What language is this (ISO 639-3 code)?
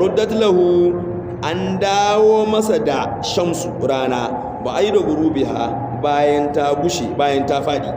hau